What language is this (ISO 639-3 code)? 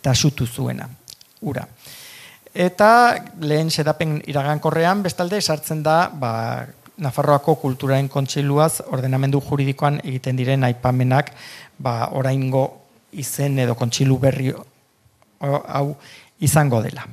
eus